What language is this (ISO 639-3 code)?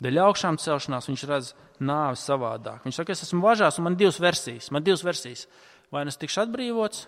lav